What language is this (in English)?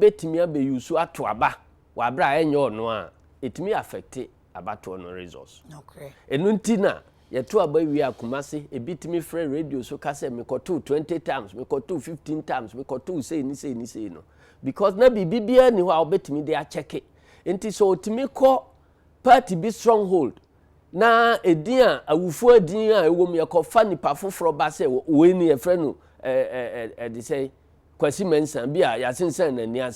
Akan